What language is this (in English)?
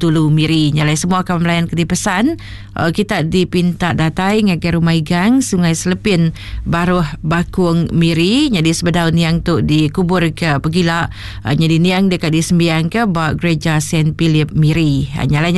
Iban